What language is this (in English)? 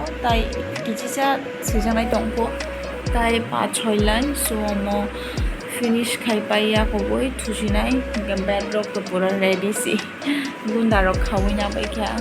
Kok Borok